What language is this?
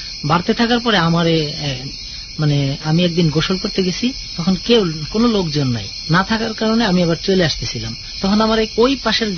Bangla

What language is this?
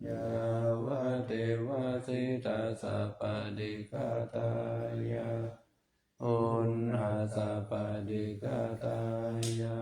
Pali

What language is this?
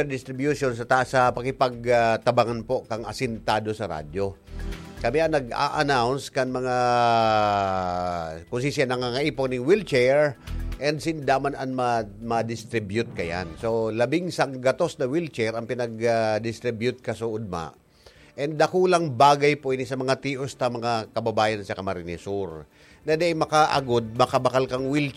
Bikol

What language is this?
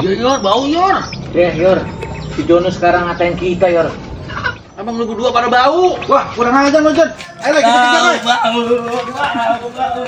Betawi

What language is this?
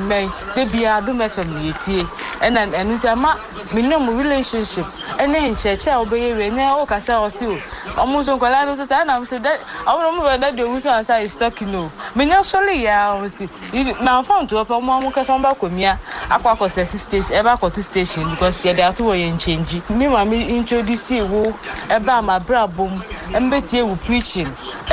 Akan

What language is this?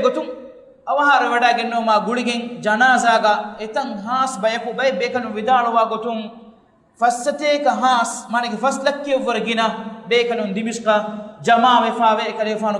Divehi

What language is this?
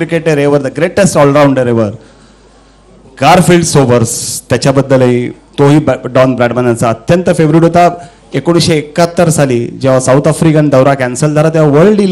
Marathi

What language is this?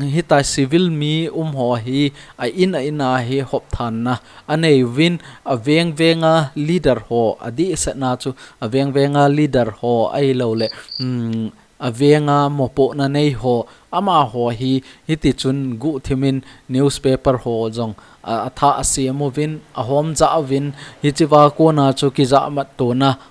Thado Chin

